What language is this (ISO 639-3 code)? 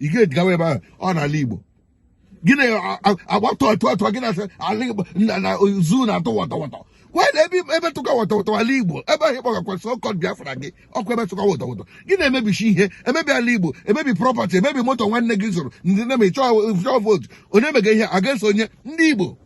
ibo